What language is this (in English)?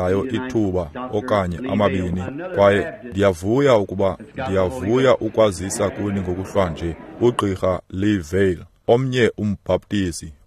Xhosa